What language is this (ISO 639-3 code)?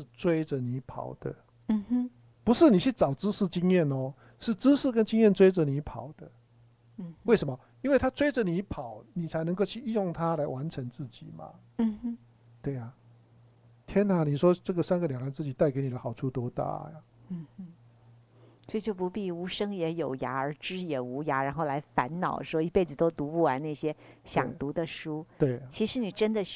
zho